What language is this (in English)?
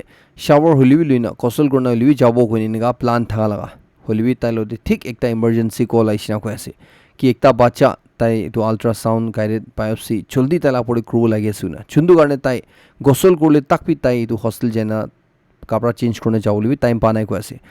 Naga Pidgin